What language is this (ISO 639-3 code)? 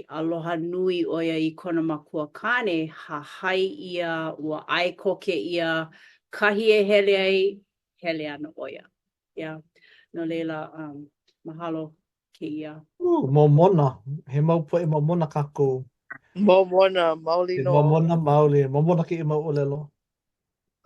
haw